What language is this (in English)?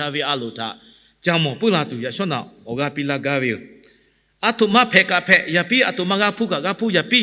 Lahu